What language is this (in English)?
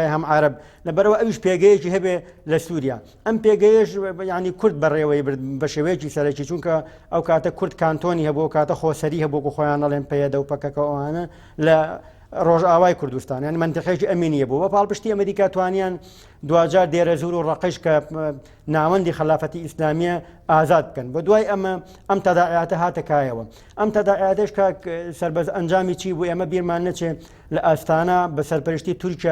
Central Kurdish